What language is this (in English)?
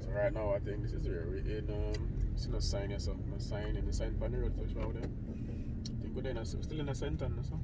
Jamaican Creole English